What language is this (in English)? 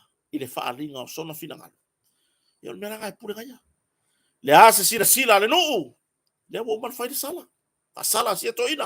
Samoan